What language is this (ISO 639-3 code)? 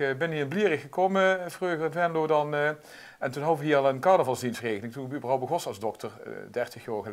lim